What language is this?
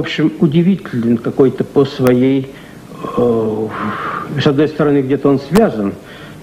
Russian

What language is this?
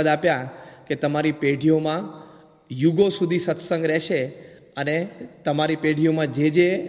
Gujarati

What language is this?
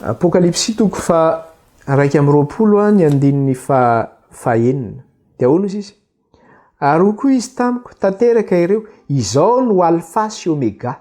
Malagasy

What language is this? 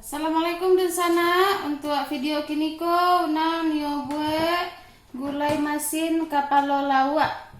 Minangkabau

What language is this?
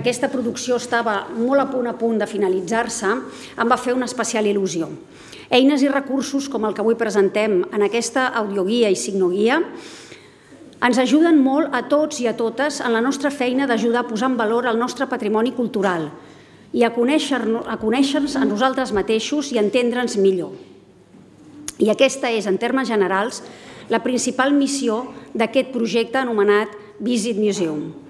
Catalan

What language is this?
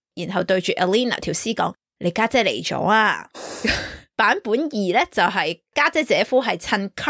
Cantonese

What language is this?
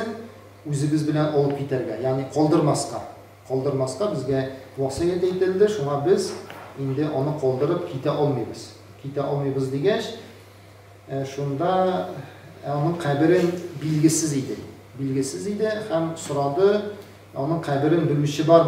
Tatar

